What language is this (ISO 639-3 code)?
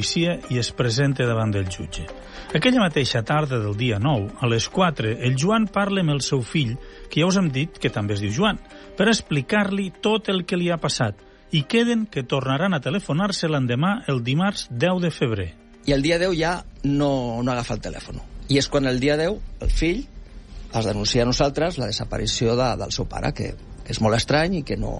cat